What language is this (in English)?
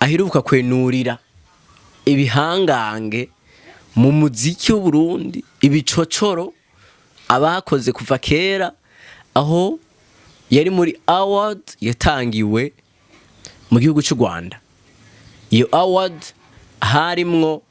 Rundi